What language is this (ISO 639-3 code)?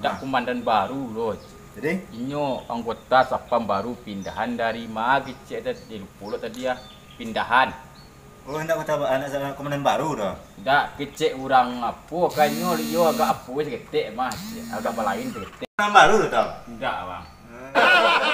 min